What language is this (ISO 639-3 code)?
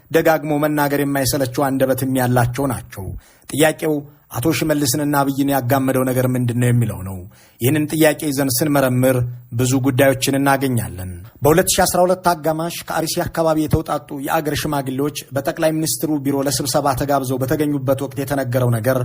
amh